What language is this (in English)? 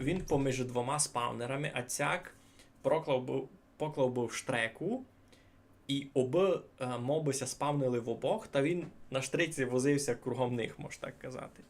Rusyn